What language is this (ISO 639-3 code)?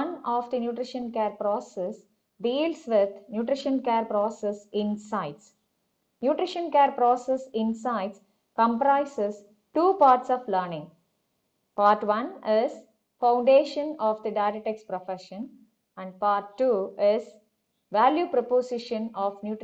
eng